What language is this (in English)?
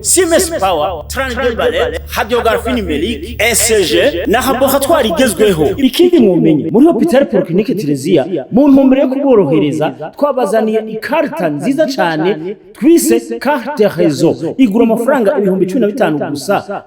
Rundi